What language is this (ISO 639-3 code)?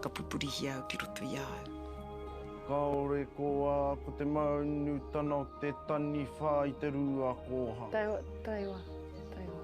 mri